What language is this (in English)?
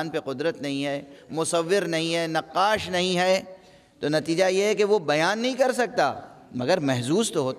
Urdu